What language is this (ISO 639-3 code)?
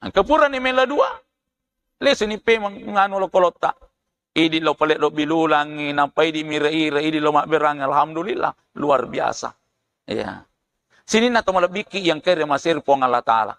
bug